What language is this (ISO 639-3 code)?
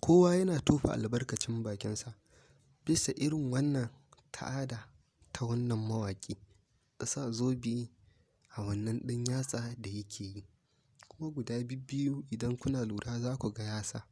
hau